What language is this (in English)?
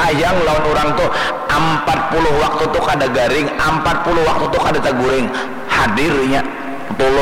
Banjar